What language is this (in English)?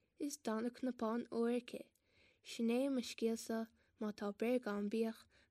Irish